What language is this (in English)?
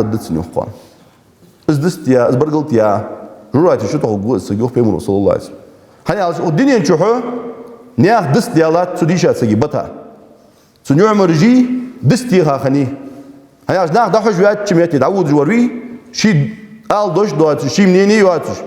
Ingush